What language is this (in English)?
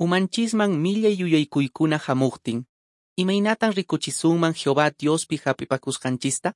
Quechua